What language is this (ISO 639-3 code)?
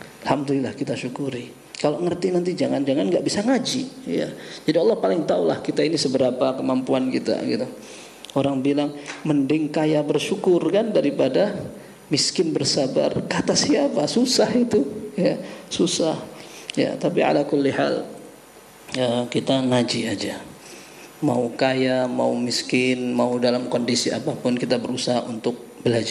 ind